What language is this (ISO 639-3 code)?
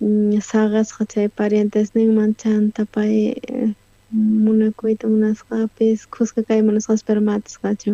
quh